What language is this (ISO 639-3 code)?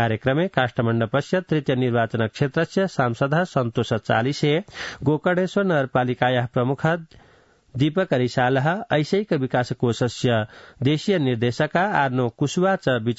san